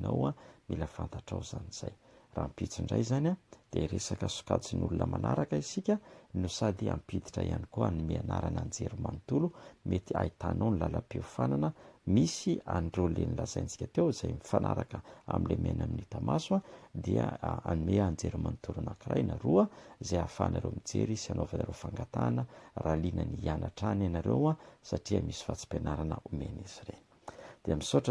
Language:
Malagasy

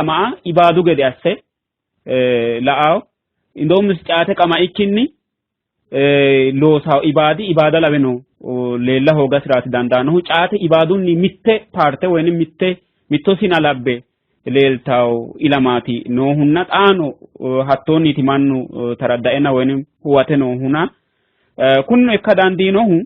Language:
Sidamo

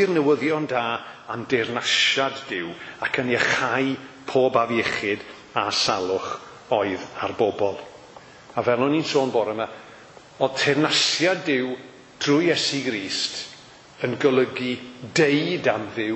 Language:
Welsh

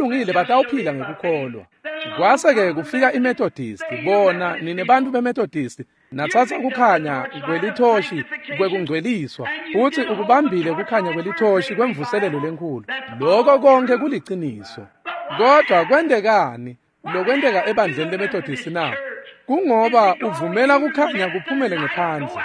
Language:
Swati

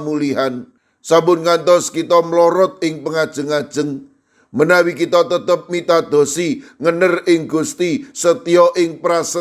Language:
Javanese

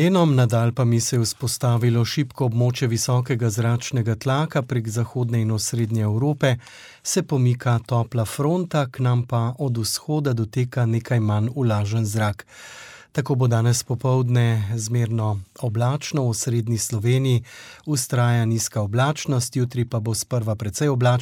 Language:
Slovenian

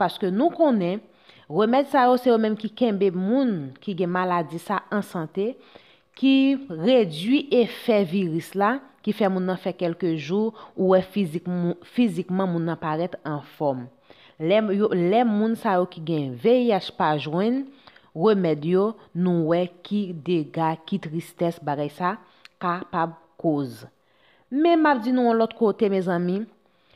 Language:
Haitian Creole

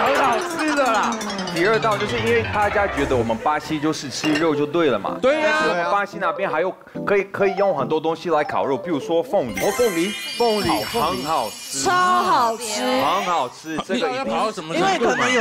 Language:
Chinese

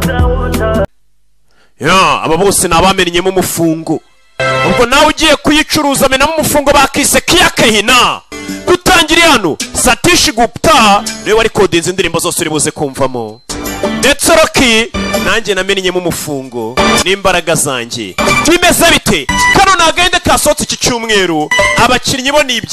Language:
Kinyarwanda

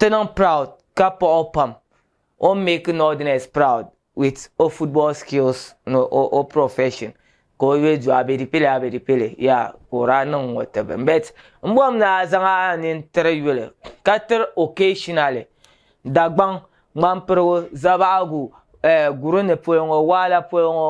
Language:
Dagbani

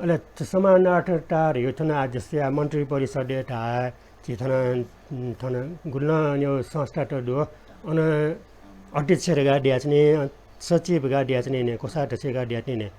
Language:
Newari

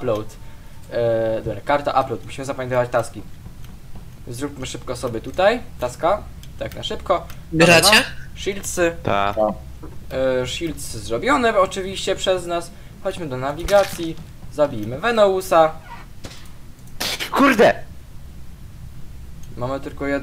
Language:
Polish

